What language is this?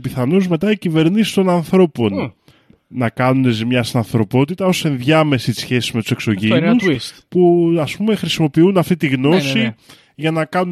Greek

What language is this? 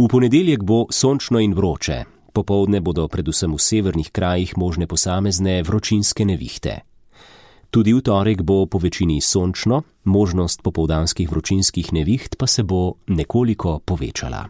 Slovenian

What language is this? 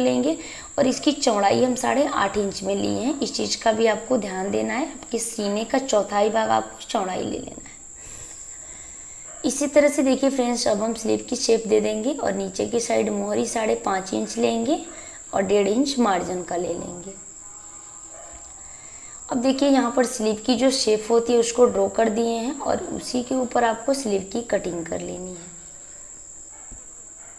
Hindi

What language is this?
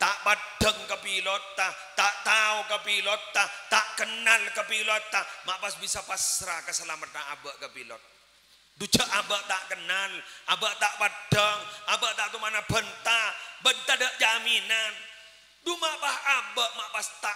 Madurese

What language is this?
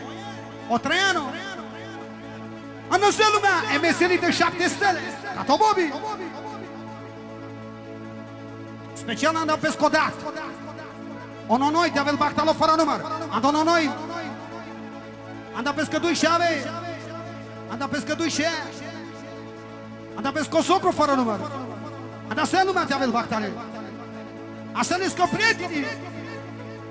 Romanian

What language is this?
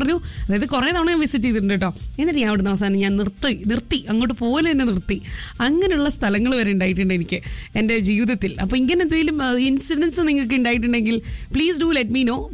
Malayalam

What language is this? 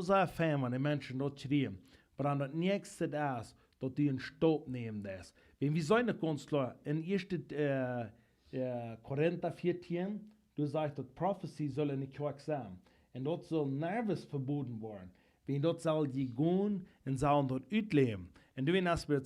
Plautdietsch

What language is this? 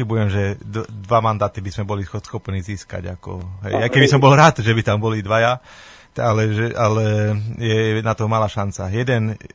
Slovak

